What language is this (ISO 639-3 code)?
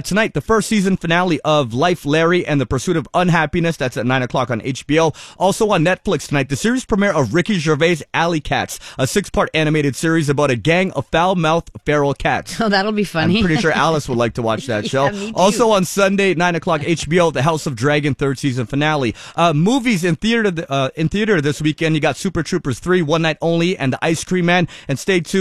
eng